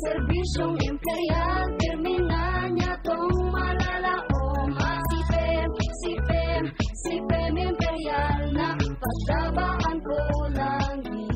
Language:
Bikol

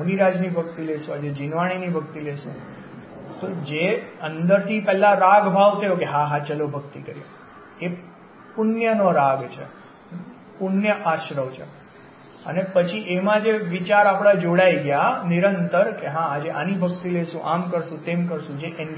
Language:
Gujarati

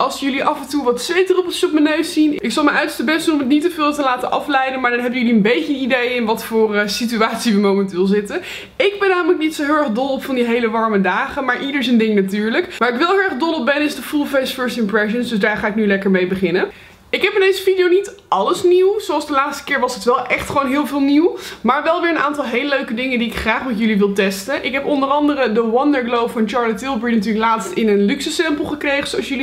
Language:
Dutch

